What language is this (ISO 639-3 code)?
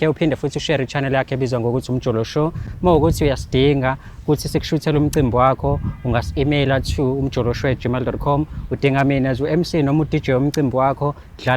zul